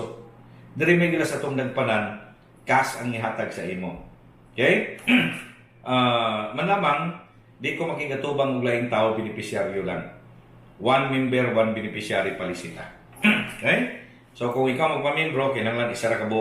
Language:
Cebuano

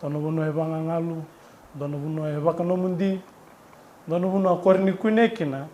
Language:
Fijian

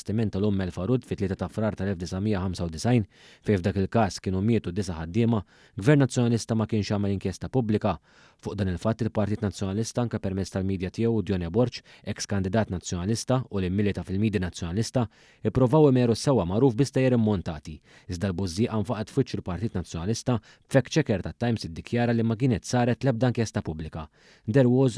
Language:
Maltese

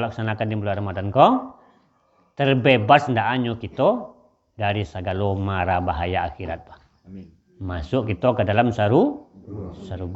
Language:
Minangkabau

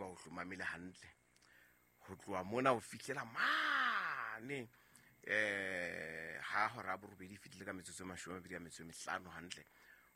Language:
Southern Sotho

